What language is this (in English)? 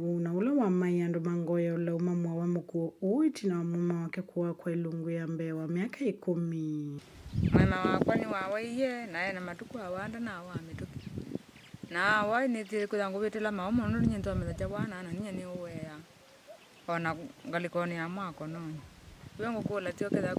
Kamba